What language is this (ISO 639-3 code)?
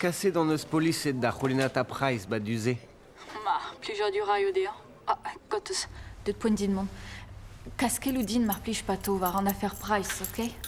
bre